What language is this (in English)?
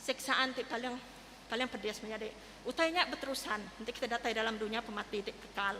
Iban